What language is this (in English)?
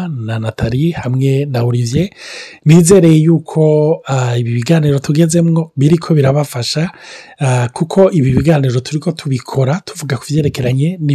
Rundi